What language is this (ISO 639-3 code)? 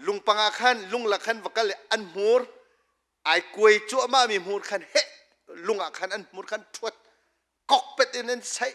cnh